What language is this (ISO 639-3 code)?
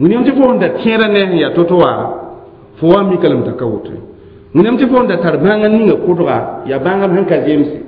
mos